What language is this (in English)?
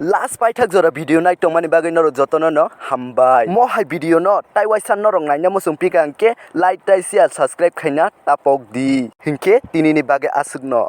Kok Borok